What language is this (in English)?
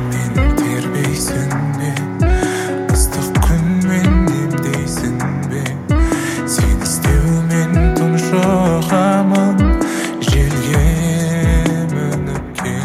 Kazakh